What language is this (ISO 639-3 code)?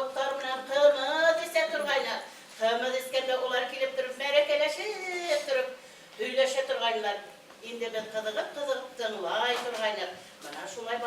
bak